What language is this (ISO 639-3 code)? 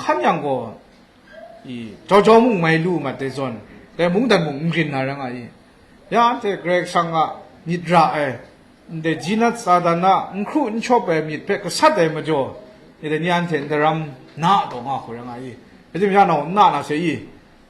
kac